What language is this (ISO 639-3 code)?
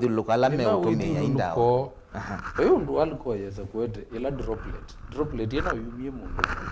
kam